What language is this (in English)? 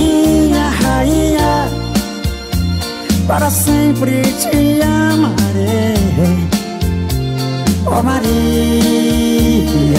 Portuguese